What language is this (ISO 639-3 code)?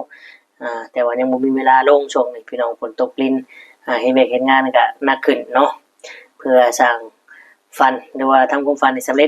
tts